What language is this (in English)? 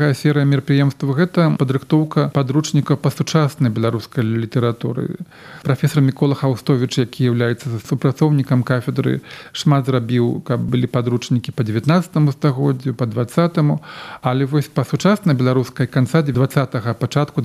Belarusian